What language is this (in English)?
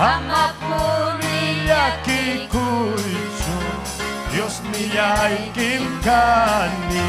Ayacucho Quechua